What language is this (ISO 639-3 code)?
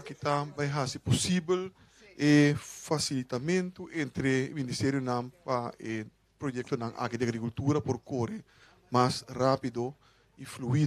pap